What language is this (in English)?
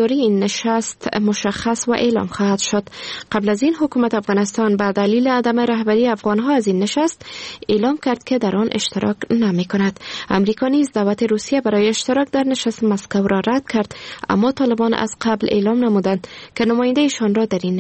Persian